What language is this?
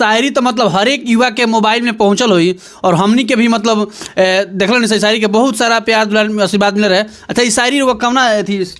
Bhojpuri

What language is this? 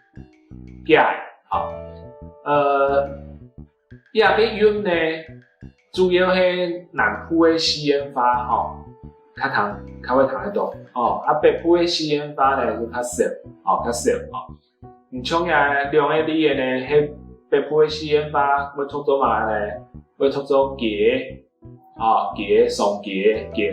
Hakka Chinese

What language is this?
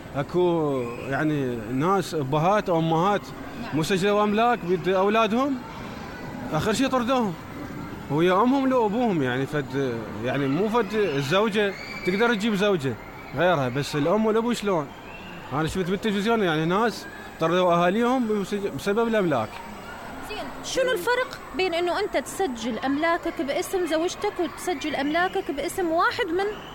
Mesopotamian Arabic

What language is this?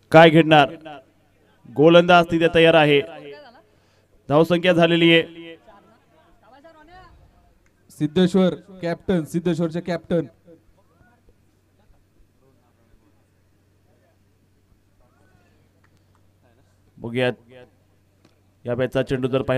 Marathi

